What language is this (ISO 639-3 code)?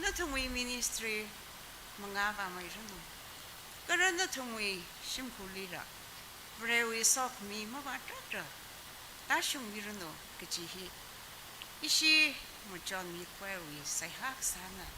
nmf